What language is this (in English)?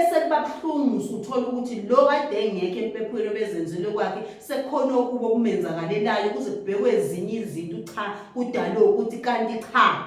Zulu